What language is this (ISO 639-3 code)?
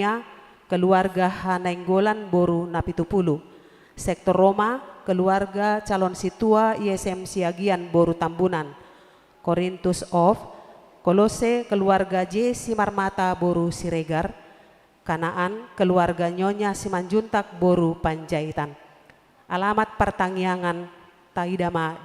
bbc